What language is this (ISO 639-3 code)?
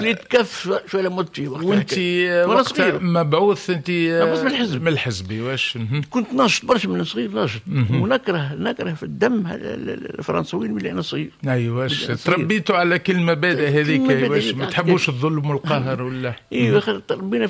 aeb